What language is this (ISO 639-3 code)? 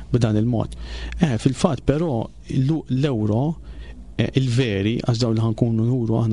mlt